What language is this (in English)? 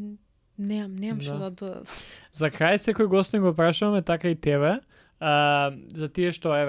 Macedonian